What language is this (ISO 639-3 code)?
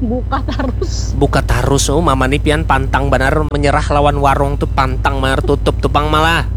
bjn